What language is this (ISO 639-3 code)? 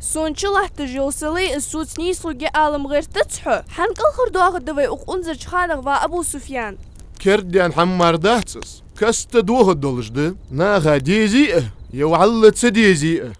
inh